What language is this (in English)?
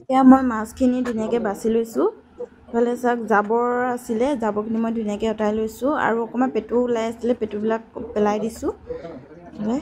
Assamese